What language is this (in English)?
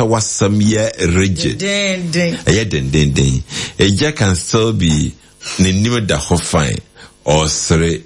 Akan